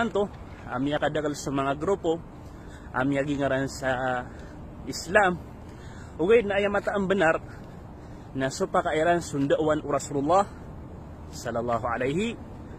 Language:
Maranao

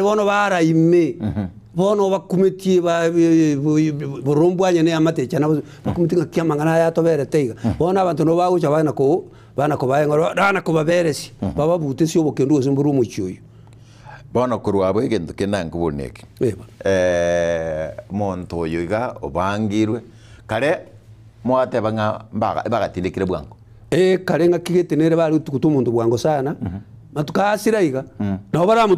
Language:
Gusii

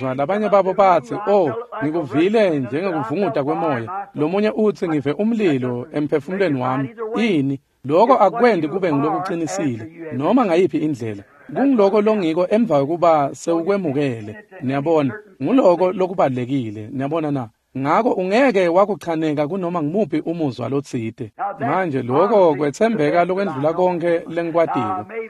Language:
Swati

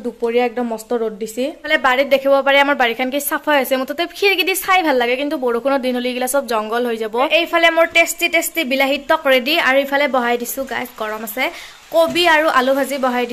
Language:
Assamese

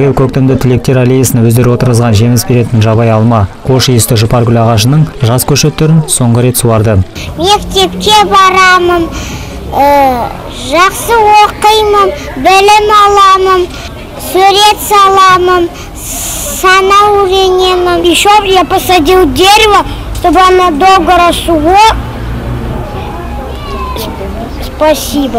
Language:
Kazakh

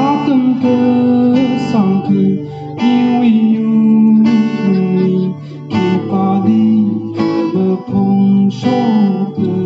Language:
Tangkhul Naga (India)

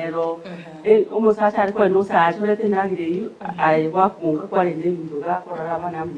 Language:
Gusii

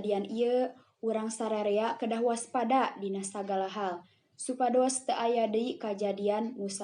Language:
Sundanese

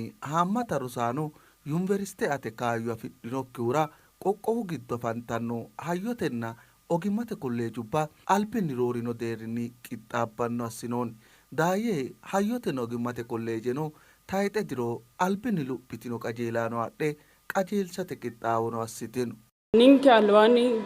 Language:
Sidamo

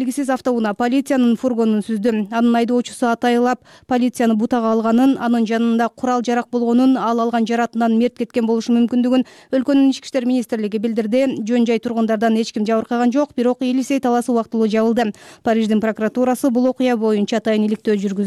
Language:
Kyrgyz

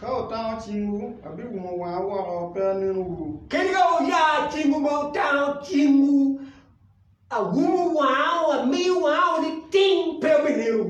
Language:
Acoli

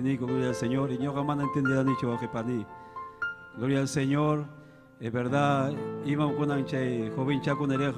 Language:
Ayacucho Quechua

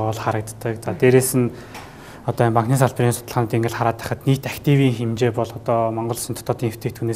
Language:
Mongolian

